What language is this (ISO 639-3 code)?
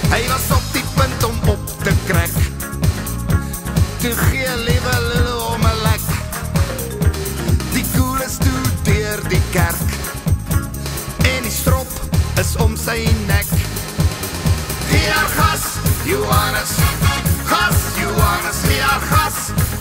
afr